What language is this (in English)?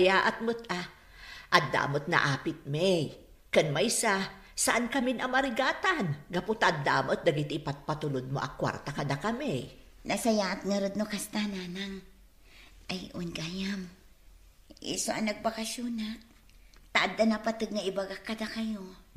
Iloko